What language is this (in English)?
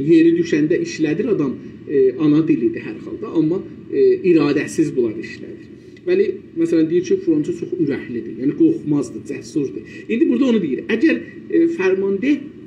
South Azerbaijani